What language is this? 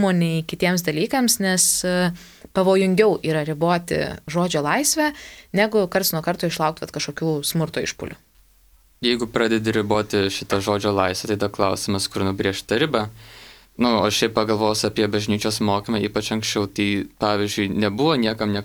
Lithuanian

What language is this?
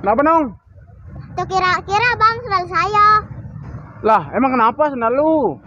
Betawi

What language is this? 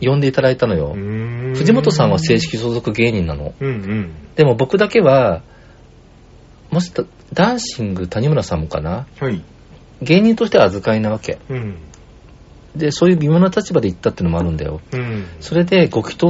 Japanese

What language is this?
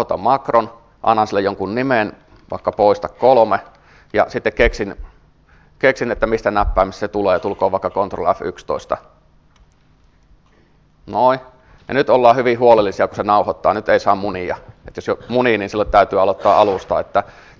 Finnish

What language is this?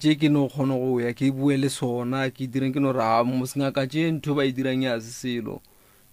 Northern Sotho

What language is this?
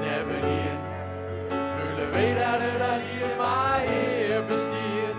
Limburgish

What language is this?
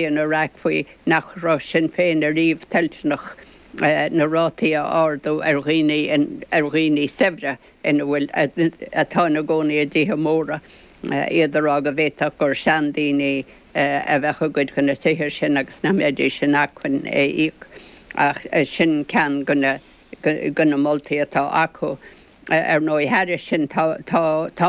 Irish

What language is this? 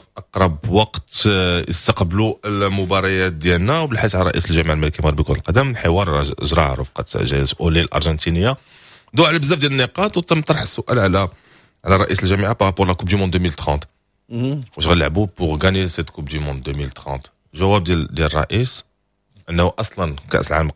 Moroccan Arabic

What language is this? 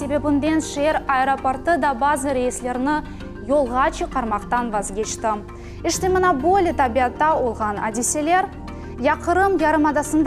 Crimean Tatar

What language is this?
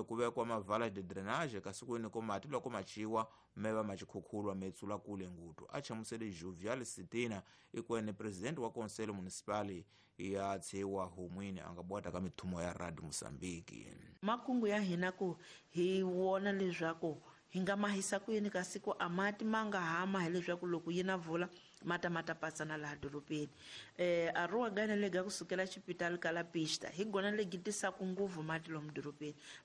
Tsonga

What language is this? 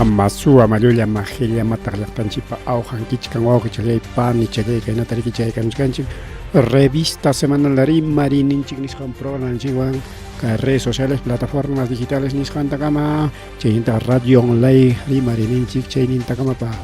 Ayacucho Quechua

